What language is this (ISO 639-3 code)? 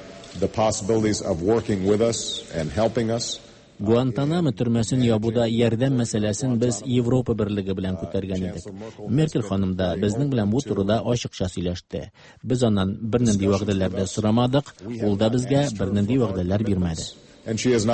tat